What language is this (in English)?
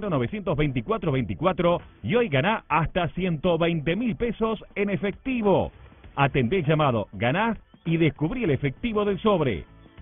Spanish